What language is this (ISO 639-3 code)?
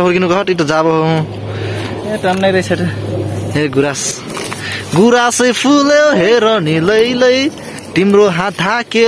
nep